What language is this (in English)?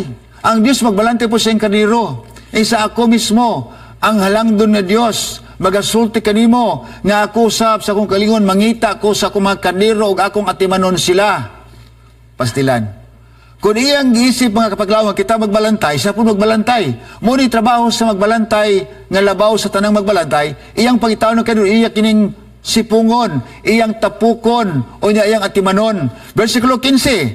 Cebuano